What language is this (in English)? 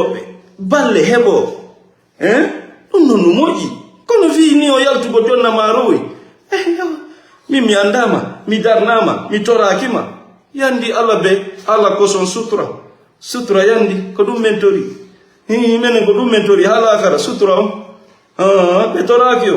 Fula